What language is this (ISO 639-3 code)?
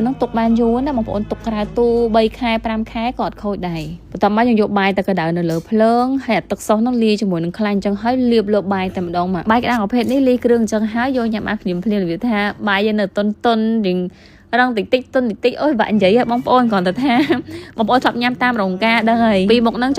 khm